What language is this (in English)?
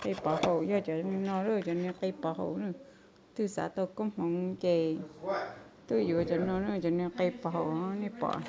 Hmong